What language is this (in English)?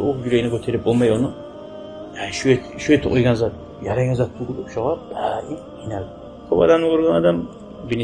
Kumyk